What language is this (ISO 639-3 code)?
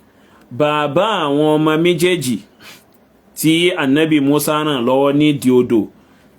yor